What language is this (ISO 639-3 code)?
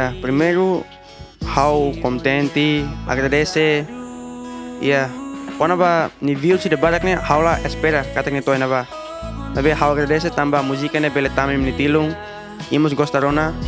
tet